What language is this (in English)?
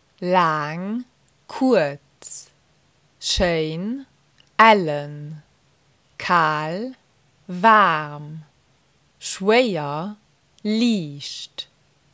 Luxembourgish